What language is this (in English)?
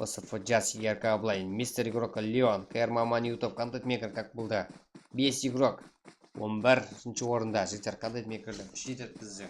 Kara-Kalpak